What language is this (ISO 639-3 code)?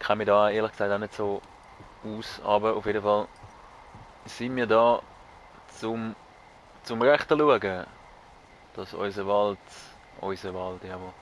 gsw